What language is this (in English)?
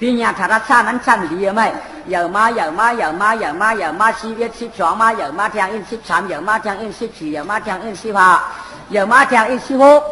Shan